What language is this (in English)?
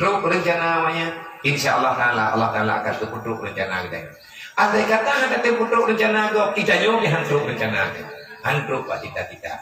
Achinese